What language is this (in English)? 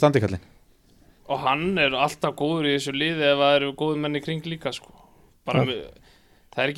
Icelandic